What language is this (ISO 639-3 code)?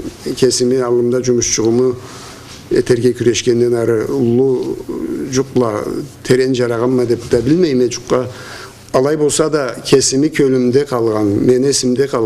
krc